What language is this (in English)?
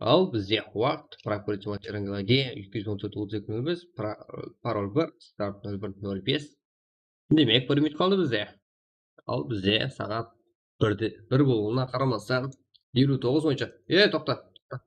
Kara-Kalpak